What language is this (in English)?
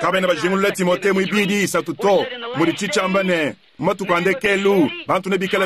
Luba-Lulua